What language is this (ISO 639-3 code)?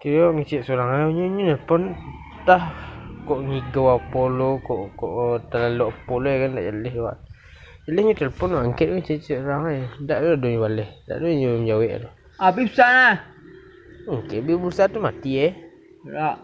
min